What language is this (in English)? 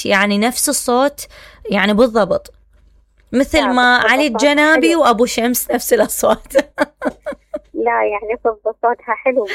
Mesopotamian Arabic